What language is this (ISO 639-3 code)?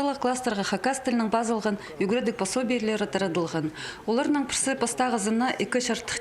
kjh